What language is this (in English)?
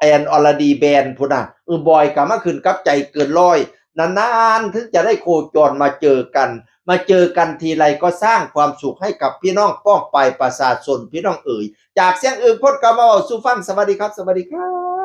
Northeastern Thai